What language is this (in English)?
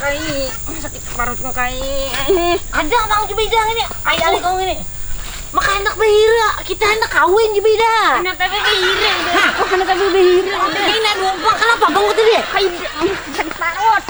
Banjar